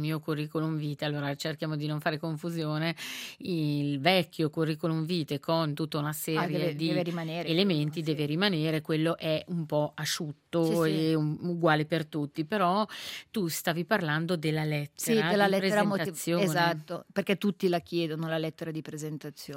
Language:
Italian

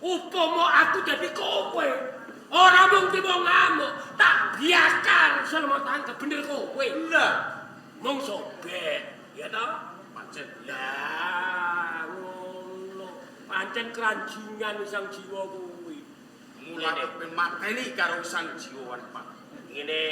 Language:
Javanese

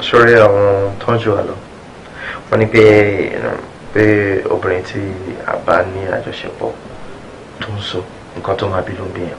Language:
Yoruba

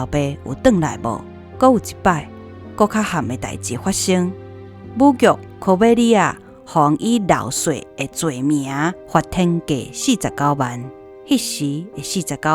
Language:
Min Nan Chinese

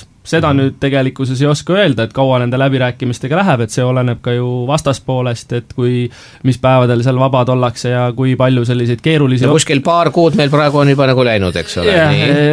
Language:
Estonian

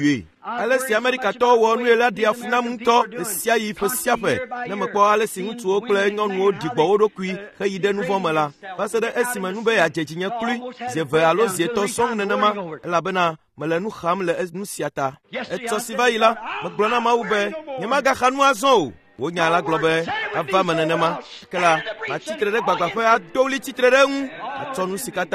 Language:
Ewe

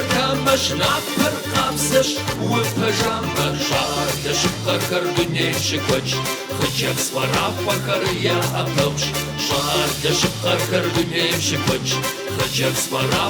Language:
Kabardian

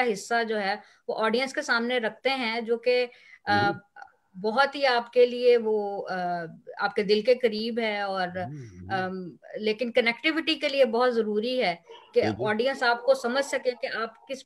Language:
Urdu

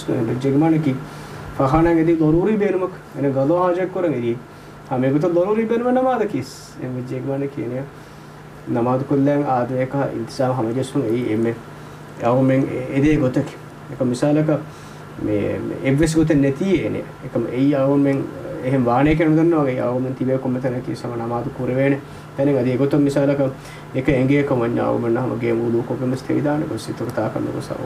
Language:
Divehi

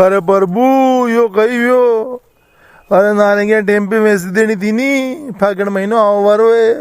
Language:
Rajasthani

